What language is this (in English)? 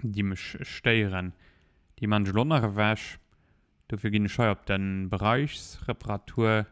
Luxembourgish